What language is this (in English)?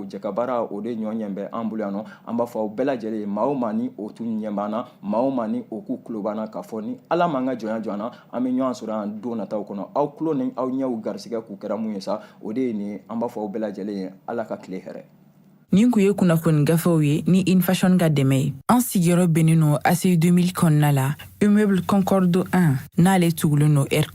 Bambara